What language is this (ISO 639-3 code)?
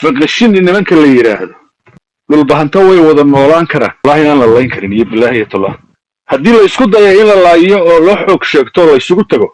som